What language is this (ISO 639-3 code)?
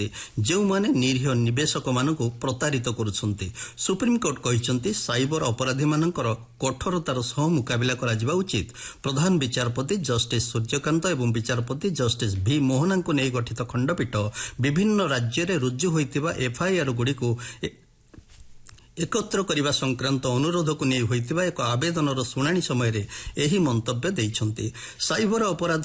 ori